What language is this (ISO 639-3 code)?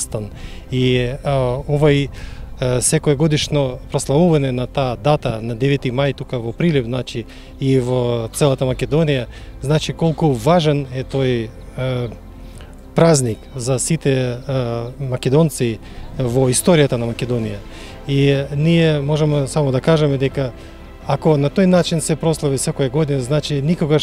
mkd